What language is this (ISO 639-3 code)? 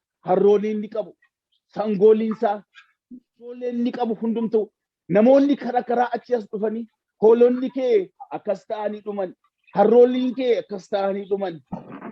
orm